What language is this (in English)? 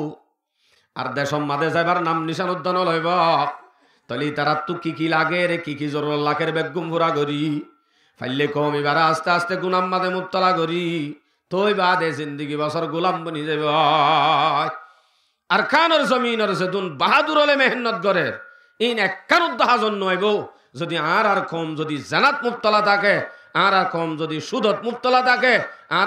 Rohingya